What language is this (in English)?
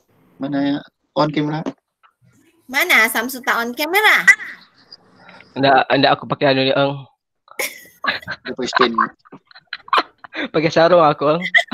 Malay